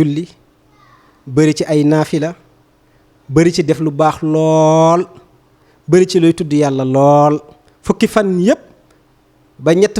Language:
Wolof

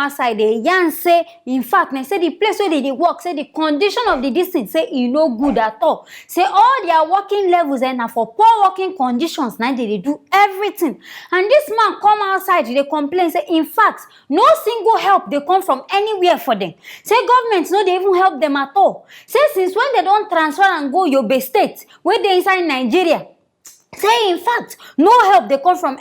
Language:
Nigerian Pidgin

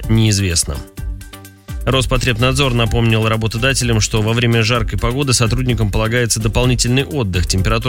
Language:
Russian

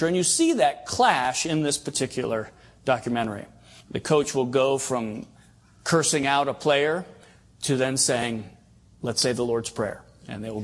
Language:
English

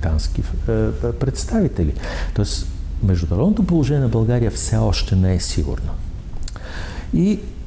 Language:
Bulgarian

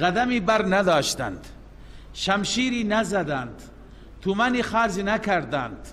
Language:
Persian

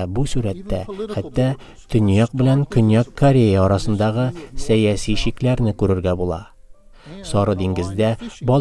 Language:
Tatar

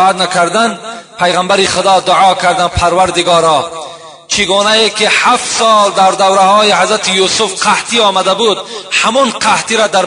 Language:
Tajik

